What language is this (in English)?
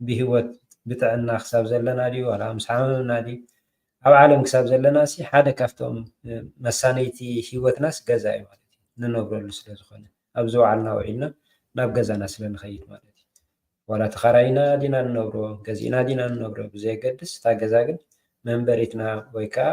Tigrinya